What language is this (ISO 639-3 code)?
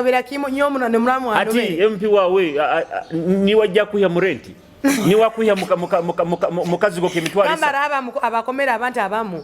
nyo